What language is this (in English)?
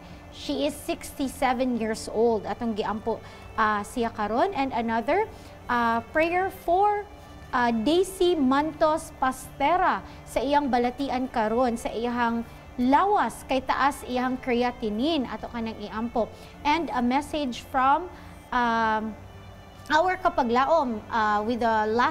Cebuano